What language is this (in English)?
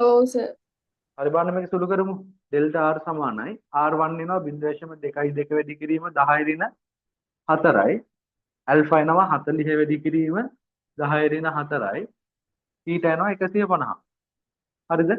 Sinhala